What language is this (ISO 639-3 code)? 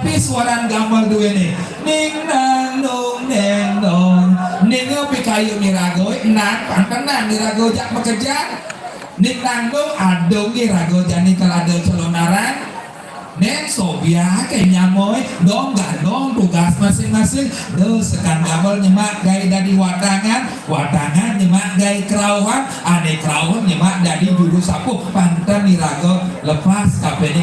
ban